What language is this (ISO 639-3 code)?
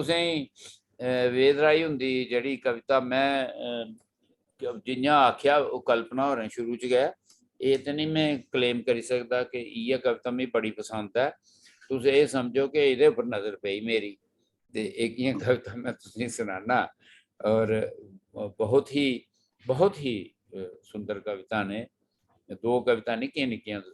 doi